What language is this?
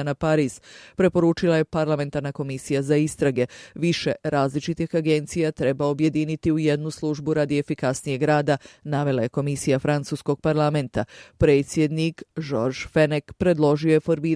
Serbian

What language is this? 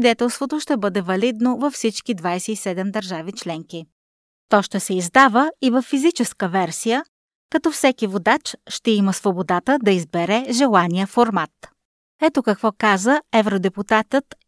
Bulgarian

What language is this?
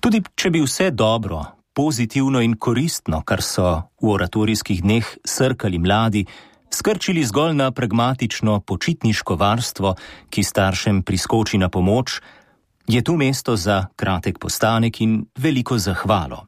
Slovenian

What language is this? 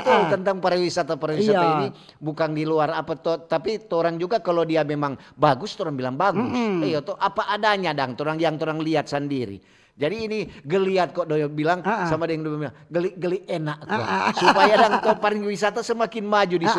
Manado Malay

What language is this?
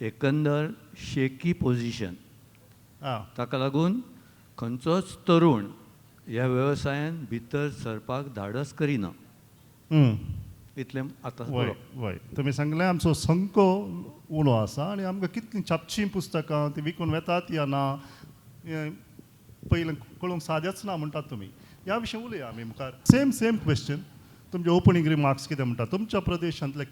Konkani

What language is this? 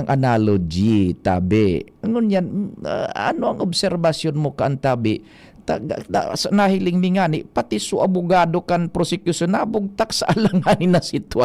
Bikol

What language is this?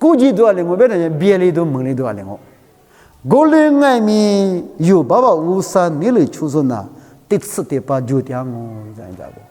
Lisu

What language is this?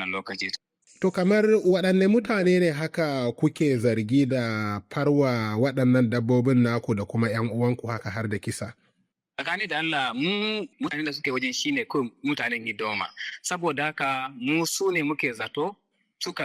Hausa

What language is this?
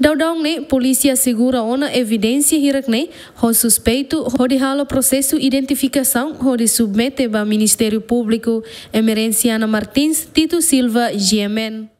Tetum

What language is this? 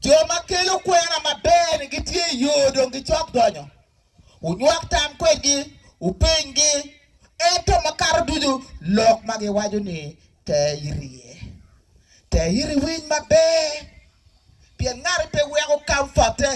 Acoli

